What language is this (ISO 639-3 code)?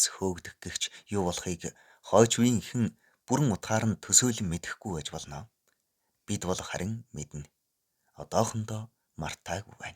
mon